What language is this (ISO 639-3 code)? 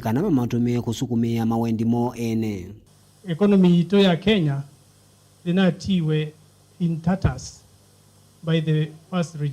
kam